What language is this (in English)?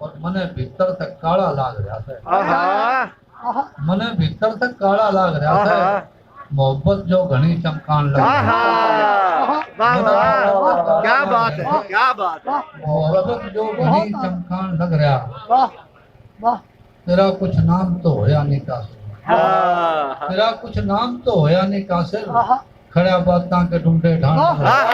Haryanvi